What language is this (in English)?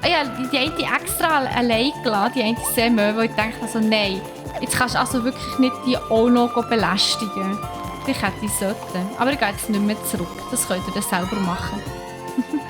Swiss German